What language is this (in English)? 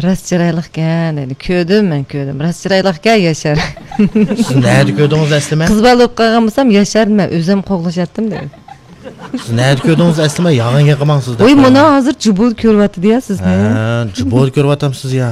Uyghur